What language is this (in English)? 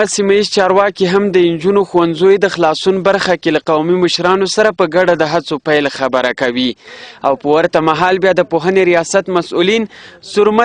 Pashto